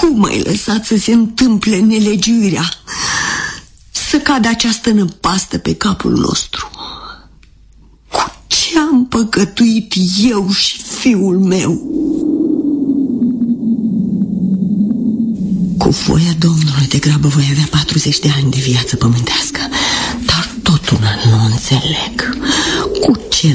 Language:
Romanian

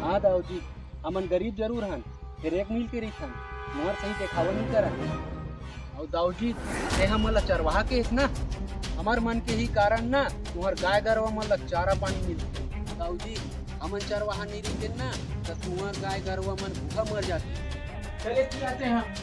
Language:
Chhattisgarhi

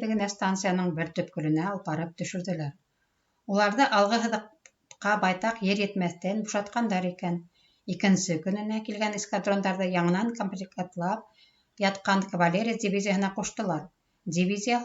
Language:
Bashkir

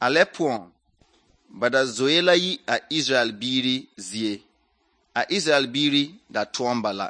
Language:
Southern Dagaare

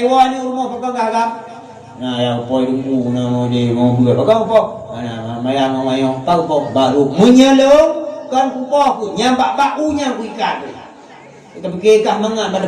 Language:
Achinese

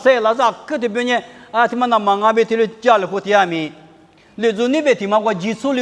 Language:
Lisu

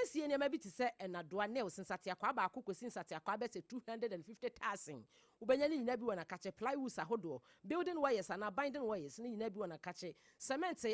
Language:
Akan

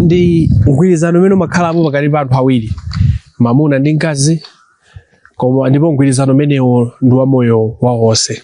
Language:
Nyanja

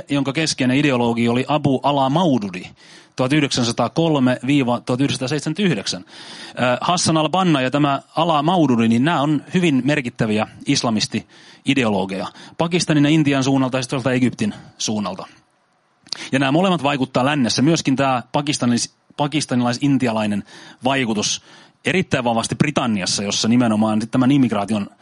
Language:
Finnish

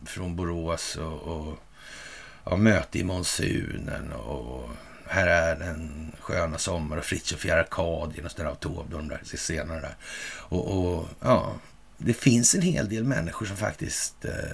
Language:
Swedish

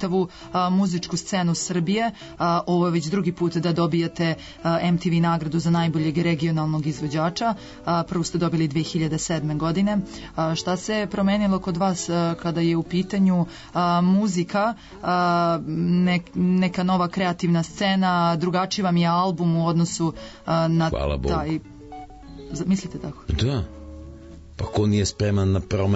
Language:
Serbian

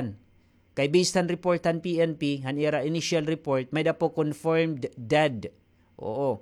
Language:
Waray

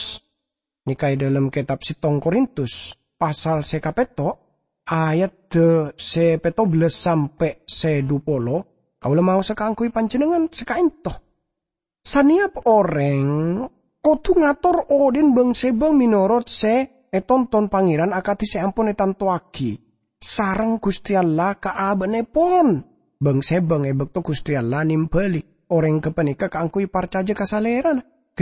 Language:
Madurese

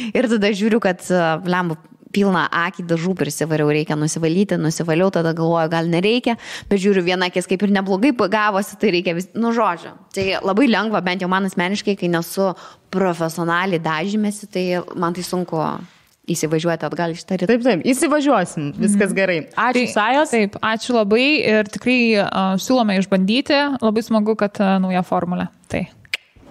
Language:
Lithuanian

